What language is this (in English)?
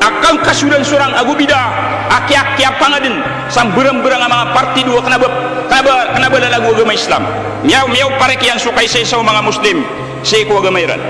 Maranao